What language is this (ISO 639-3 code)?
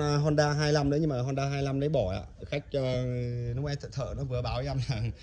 vie